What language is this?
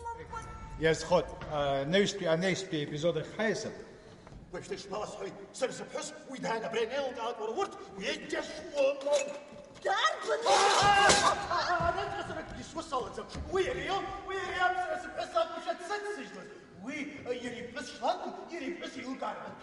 Abkhazian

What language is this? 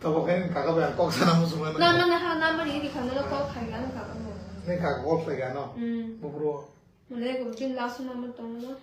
Kok Borok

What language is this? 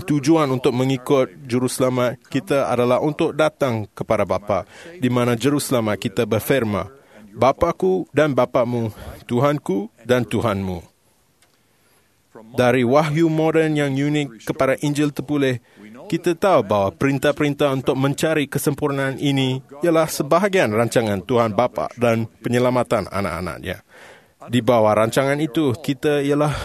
Malay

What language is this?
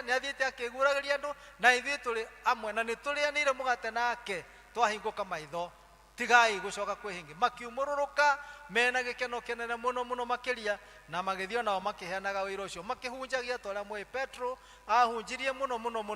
Kikuyu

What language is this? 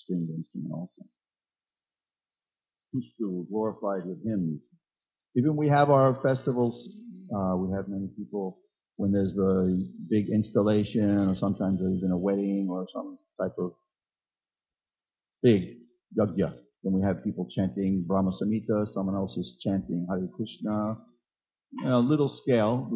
English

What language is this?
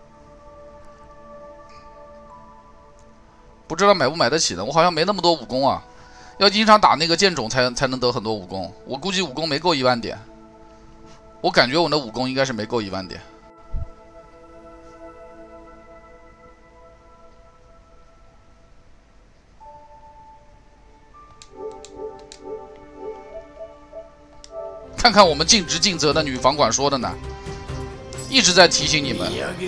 Chinese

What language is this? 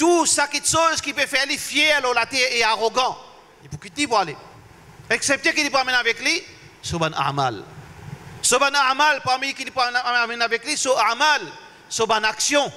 Morisyen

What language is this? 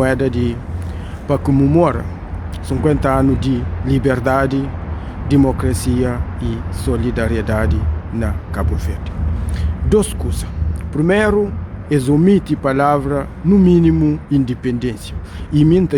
Kabuverdianu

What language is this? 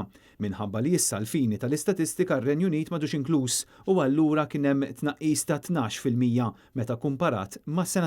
Maltese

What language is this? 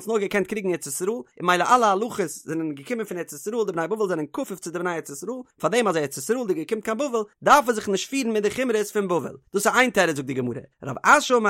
Yiddish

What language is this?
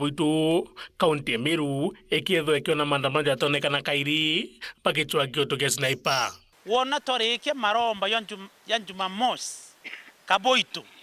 Meru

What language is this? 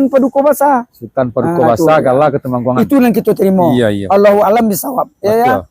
Minangkabau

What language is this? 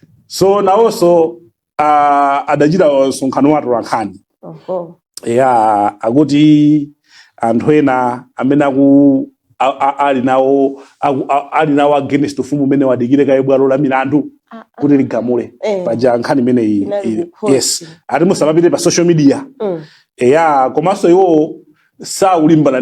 Nyanja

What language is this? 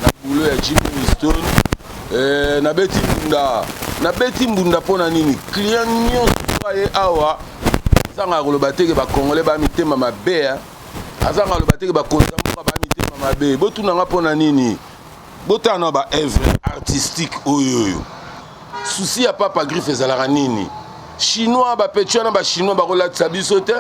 Lingala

